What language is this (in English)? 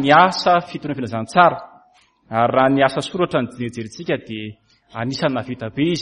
Malagasy